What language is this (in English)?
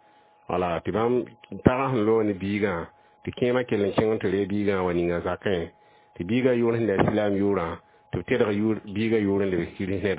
Mossi